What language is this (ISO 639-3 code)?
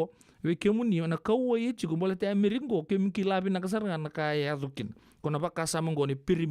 fij